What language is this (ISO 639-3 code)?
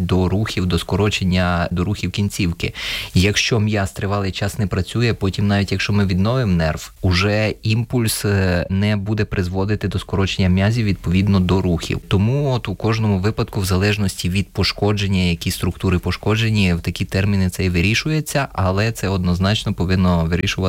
ukr